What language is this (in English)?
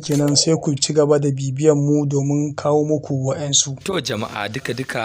Hausa